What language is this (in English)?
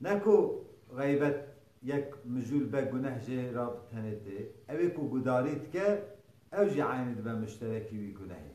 Kurdish